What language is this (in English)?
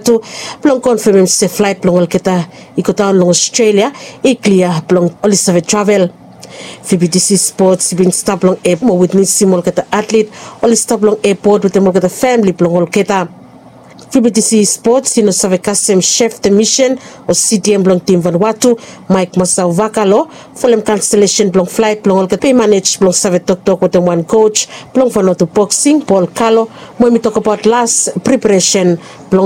Bislama